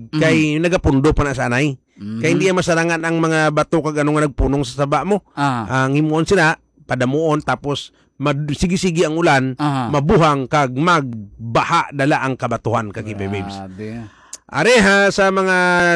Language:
Hiligaynon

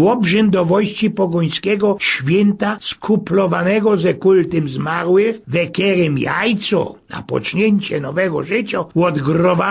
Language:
Silesian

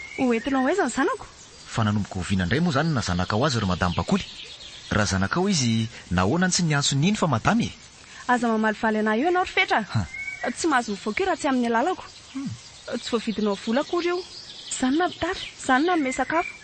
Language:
Malagasy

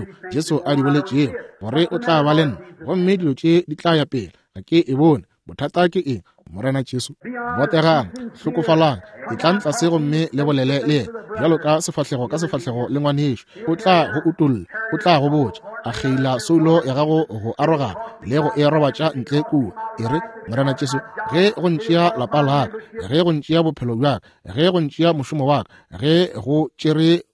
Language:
Northern Sotho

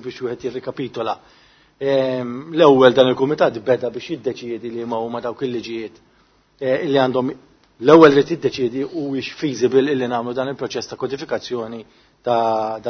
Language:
Maltese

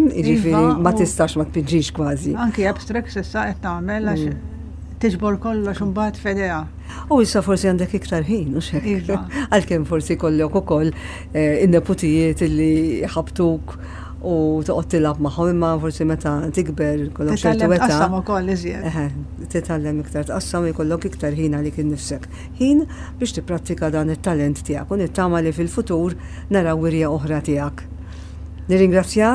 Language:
Maltese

